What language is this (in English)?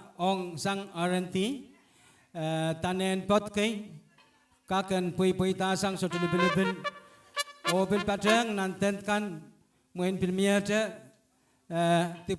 Pohnpeian